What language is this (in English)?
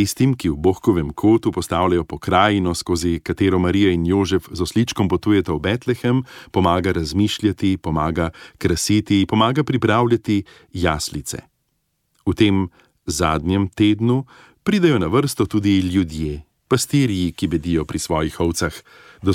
Slovenian